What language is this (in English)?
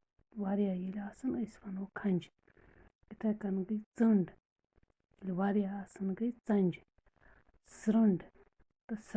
Kashmiri